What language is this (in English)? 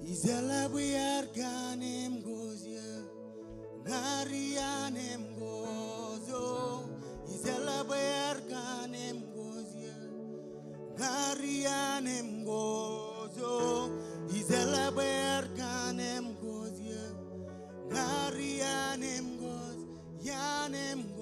Marshallese